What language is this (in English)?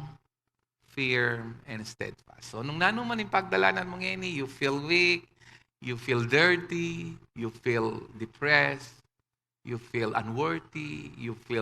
Pampanga